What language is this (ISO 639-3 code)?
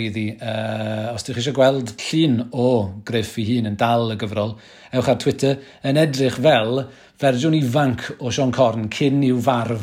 cym